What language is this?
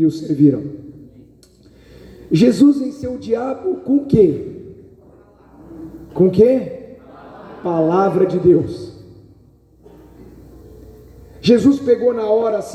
Portuguese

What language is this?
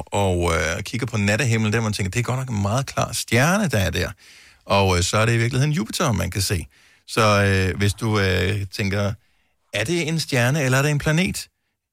Danish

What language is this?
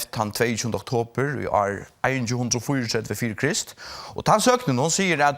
Faroese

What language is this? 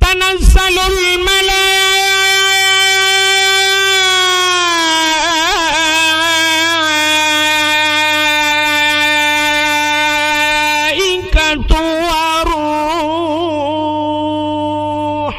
Achinese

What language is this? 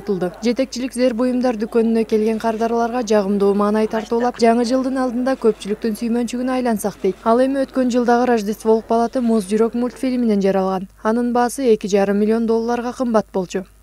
Kyrgyz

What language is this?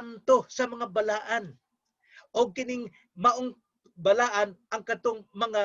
Cebuano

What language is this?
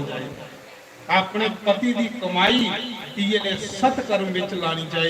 Dogri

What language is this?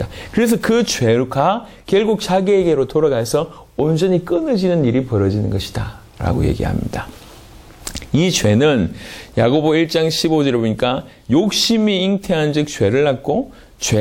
Korean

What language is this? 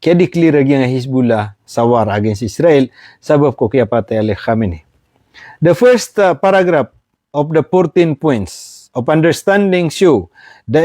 Maranao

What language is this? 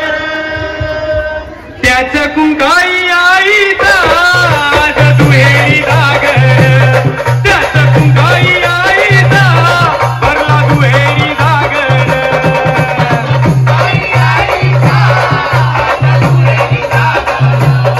Marathi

